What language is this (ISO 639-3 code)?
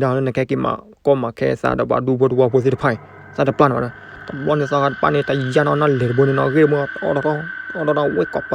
ksw